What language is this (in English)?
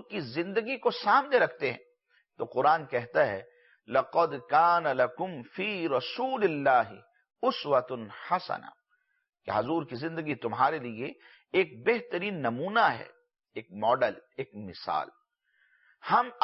Urdu